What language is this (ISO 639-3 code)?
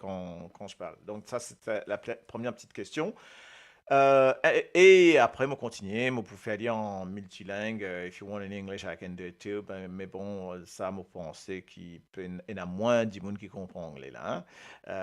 mfe